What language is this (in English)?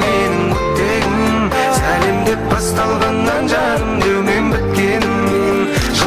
Kara-Kalpak